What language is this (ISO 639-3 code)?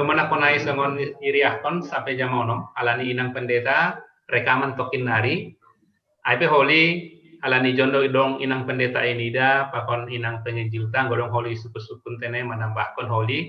bts